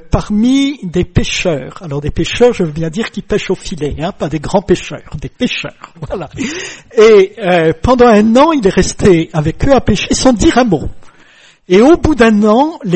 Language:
French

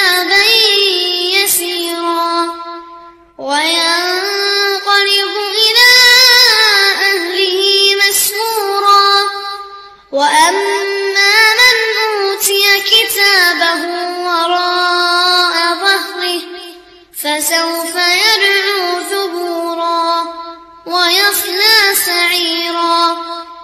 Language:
Arabic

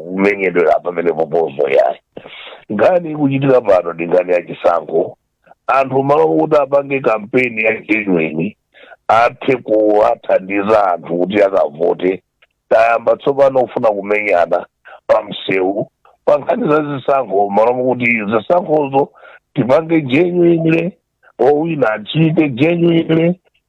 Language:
Nyanja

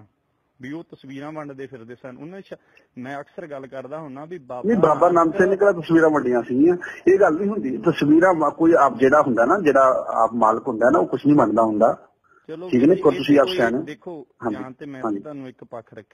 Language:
Punjabi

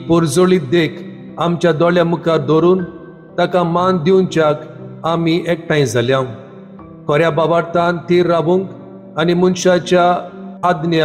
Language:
Konkani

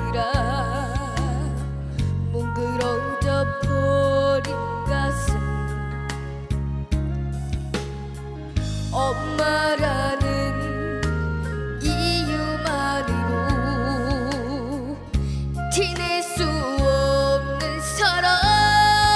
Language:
Korean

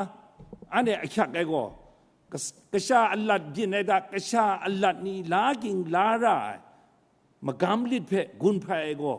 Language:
Kachin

